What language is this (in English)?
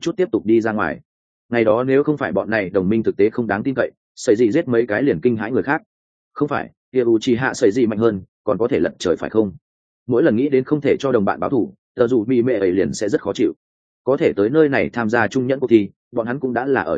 Vietnamese